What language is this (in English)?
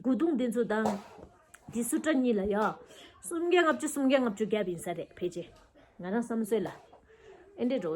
Tibetan